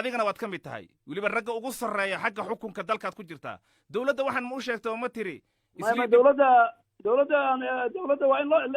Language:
Somali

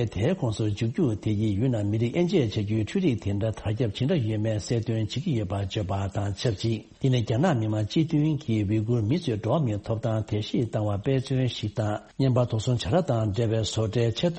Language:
Tibetan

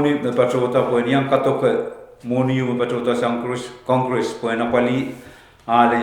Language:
Pohnpeian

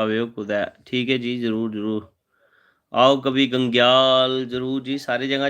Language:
Dogri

